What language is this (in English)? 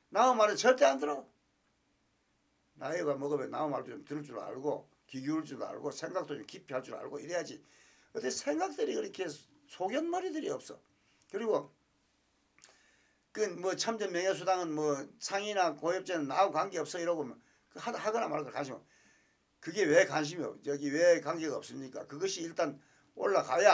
Korean